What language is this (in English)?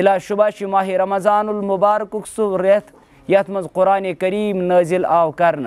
Kashmiri